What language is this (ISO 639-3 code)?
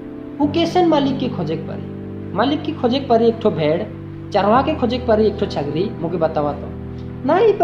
sck